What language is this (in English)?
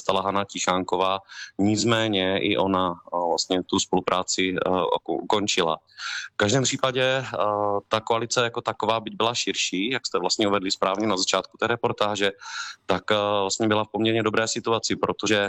Czech